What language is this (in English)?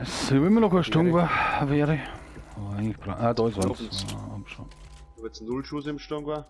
Bavarian